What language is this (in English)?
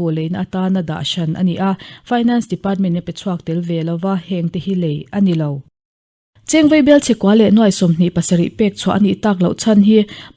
Mizo